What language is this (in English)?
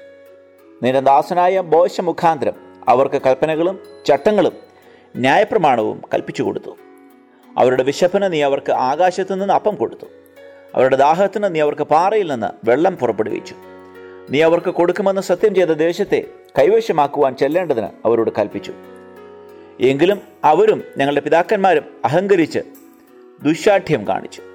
Malayalam